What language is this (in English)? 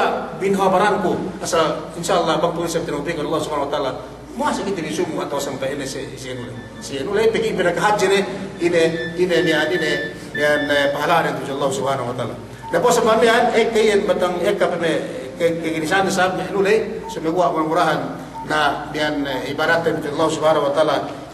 Yakan